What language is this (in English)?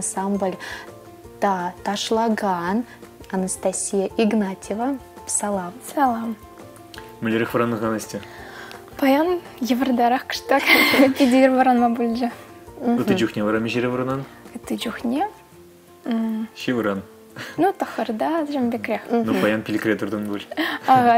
Chuvash